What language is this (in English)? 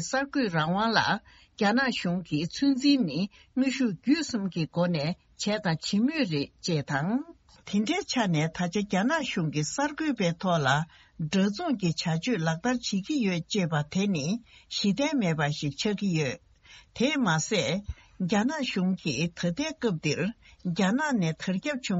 Tibetan